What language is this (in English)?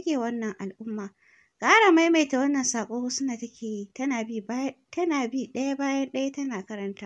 Hausa